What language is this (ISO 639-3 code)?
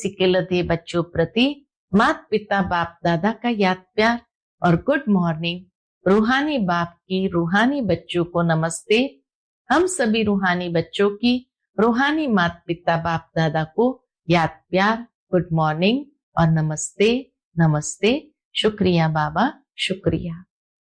hin